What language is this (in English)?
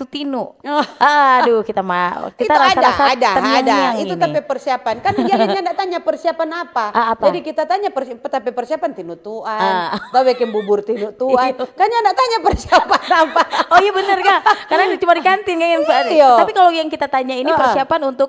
Manado Malay